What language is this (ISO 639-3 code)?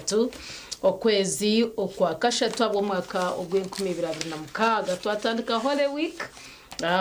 nyn